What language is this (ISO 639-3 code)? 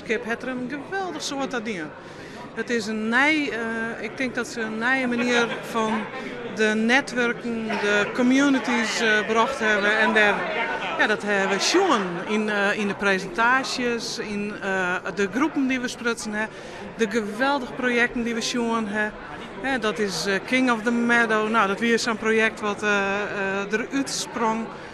fry